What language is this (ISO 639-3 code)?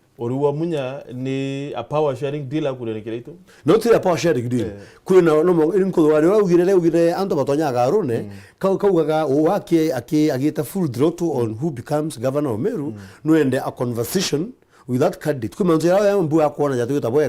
mer